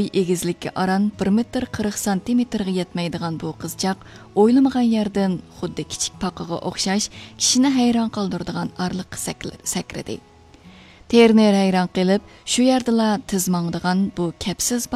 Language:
Uyghur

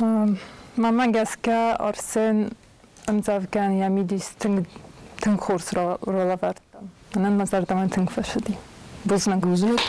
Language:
Ossetic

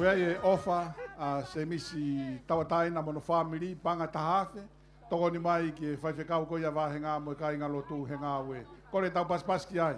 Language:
Tongan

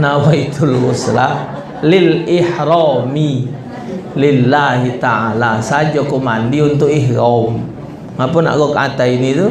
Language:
Musi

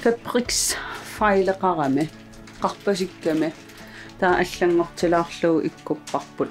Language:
Kalaallisut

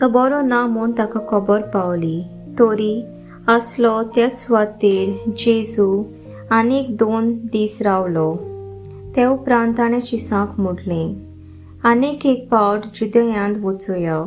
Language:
Konkani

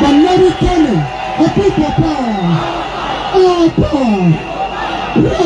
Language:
Ganda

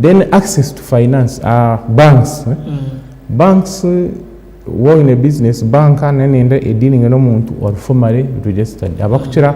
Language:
Nyankole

